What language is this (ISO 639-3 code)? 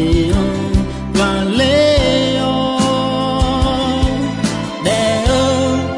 ahk